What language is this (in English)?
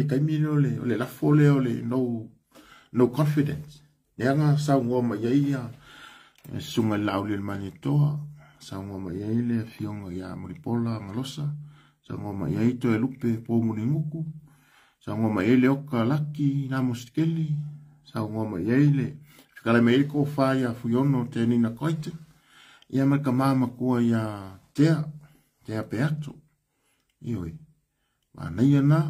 Samoan